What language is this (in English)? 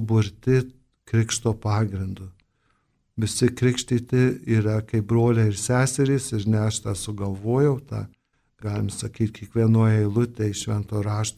Lithuanian